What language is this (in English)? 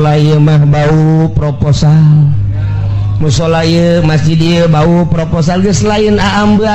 Sundanese